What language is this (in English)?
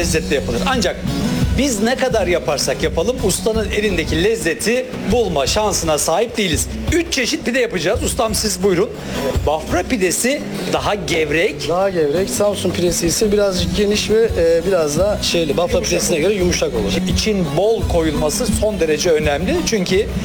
Turkish